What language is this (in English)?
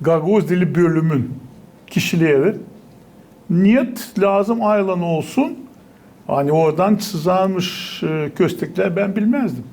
Gagauz